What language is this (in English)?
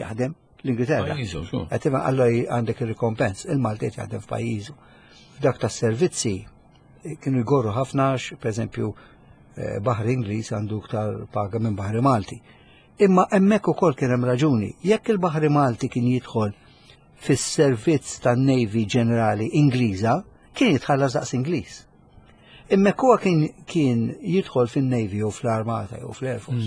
Maltese